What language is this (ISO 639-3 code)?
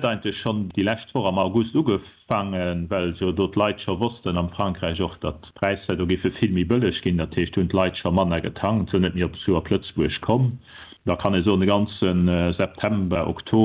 ltz